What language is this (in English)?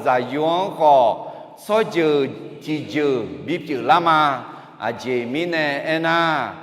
Akha